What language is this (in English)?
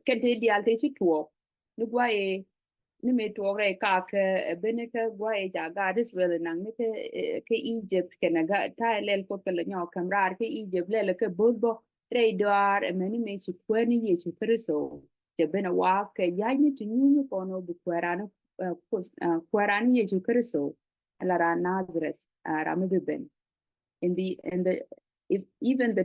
Nuer